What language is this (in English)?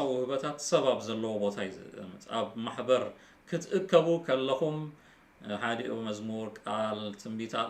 Tigrinya